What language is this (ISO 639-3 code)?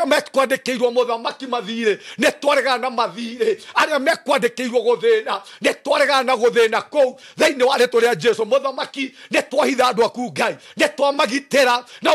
kik